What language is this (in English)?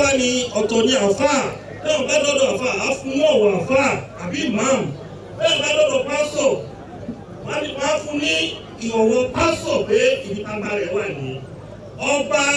Yoruba